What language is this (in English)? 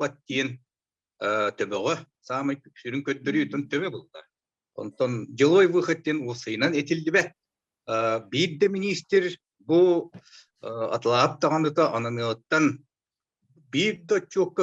Yakut